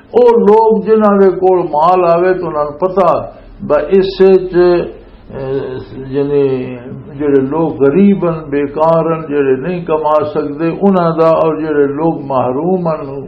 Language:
Western Panjabi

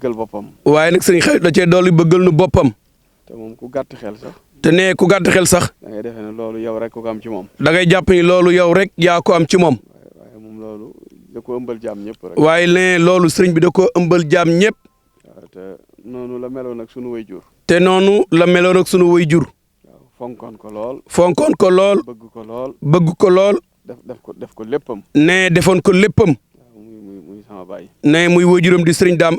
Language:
Wolof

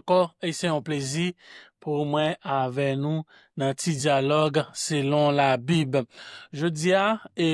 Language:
Haitian Creole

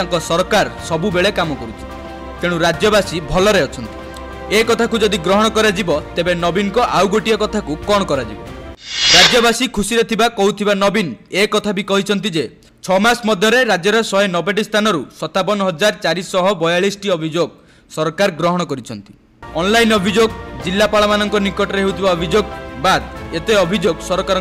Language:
Odia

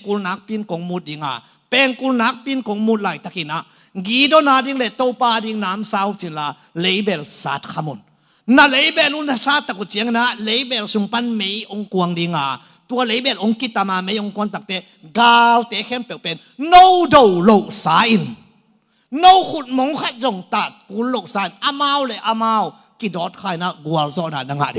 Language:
Tedim Chin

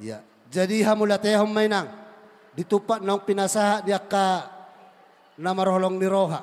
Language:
Batak Toba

